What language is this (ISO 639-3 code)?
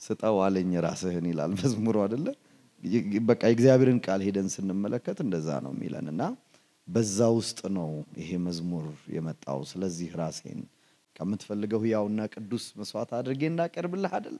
amh